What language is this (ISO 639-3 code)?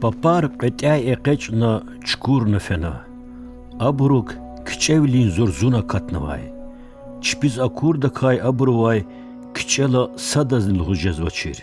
lez